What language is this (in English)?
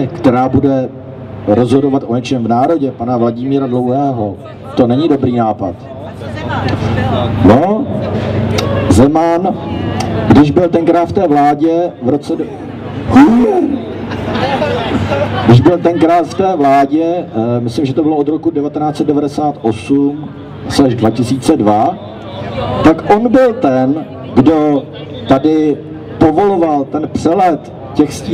Czech